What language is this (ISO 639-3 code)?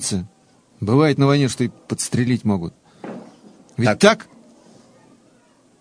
rus